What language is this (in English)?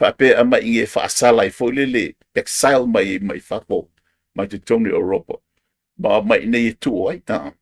Samoan